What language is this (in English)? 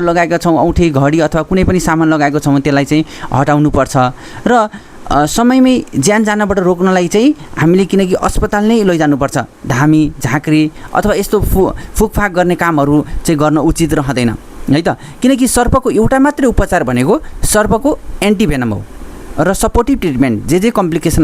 Nepali